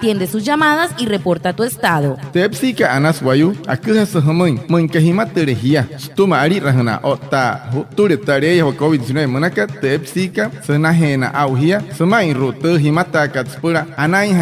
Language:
Wayuu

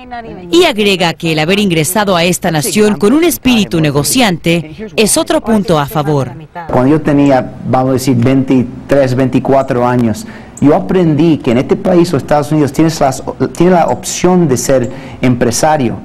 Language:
Spanish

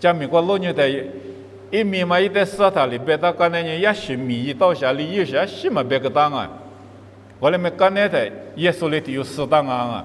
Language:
Lisu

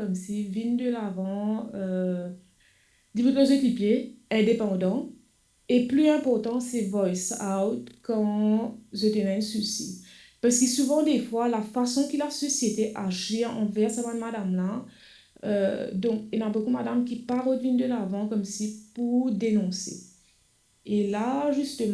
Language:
Morisyen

